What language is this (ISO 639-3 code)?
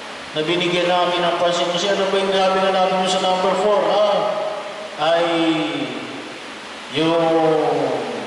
fil